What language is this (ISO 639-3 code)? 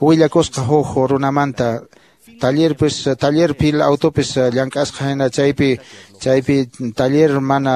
que